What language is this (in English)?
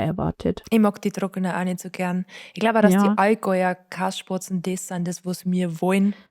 Bavarian